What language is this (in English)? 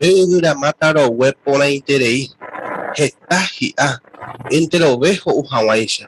Guarani